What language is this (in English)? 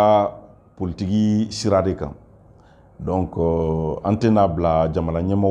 Bambara